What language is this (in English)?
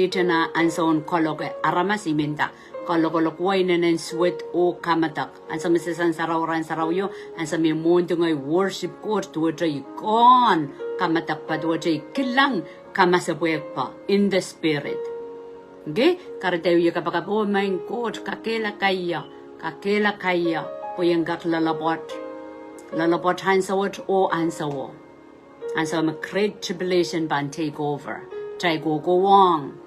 Pohnpeian